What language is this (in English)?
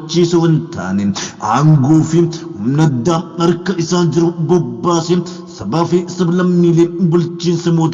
Oromo